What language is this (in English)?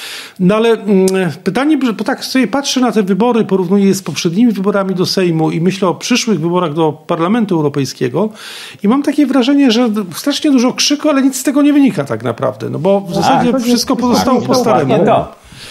Polish